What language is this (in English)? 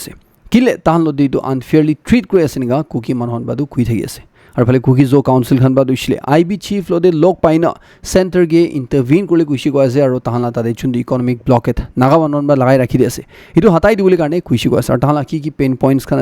Naga Pidgin